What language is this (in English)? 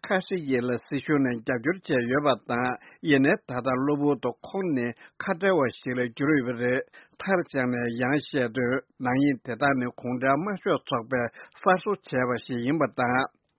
Tibetan